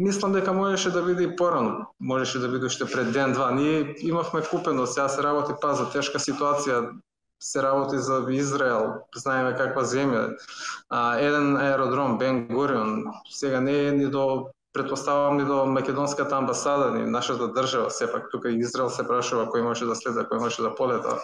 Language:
Macedonian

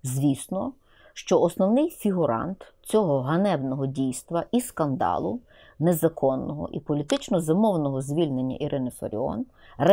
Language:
Ukrainian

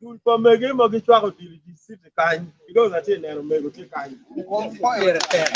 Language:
Acoli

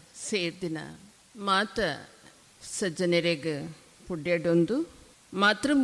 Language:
Tulu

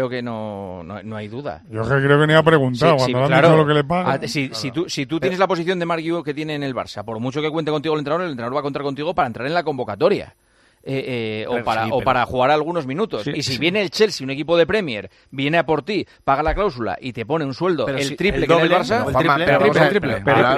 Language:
Spanish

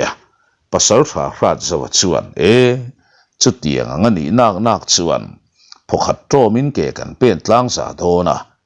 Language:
Mizo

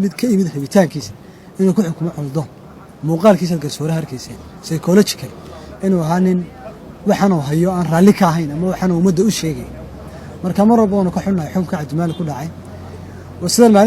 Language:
Somali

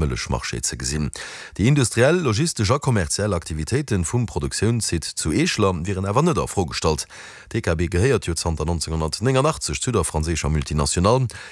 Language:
Luxembourgish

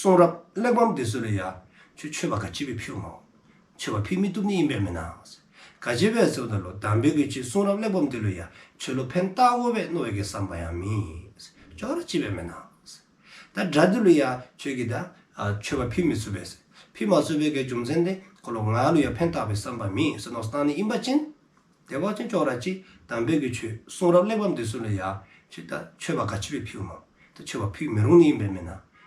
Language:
Dzongkha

